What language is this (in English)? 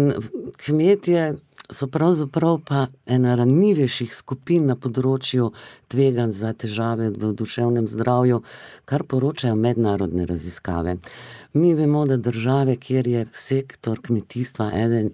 Slovenian